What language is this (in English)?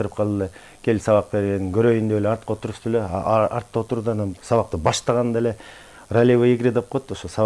Kyrgyz